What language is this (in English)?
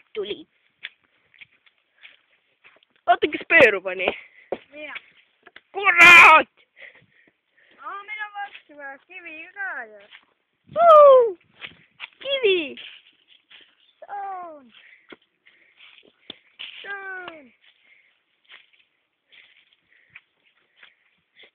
Estonian